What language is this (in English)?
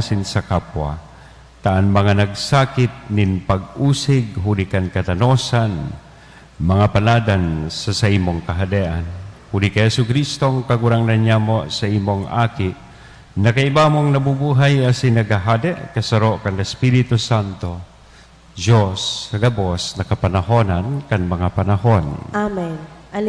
Bikol